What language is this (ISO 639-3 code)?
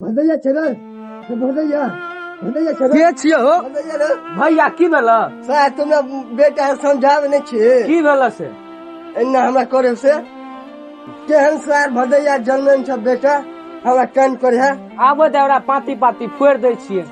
mai